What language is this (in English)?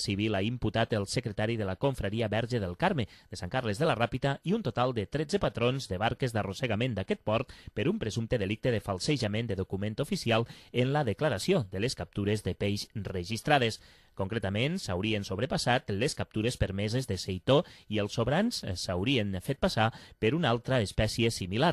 Catalan